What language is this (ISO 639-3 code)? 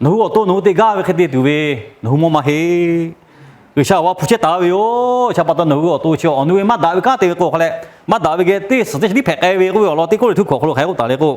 lhu